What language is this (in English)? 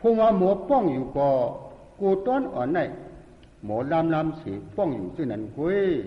Shan